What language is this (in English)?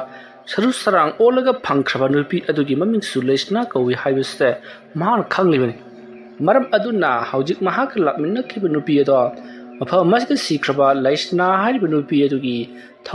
Manipuri